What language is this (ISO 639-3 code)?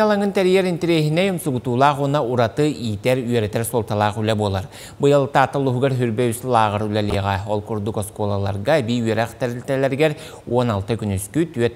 sah